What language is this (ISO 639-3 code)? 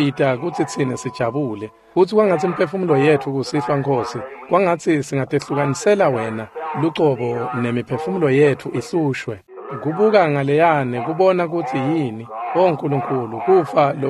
ssw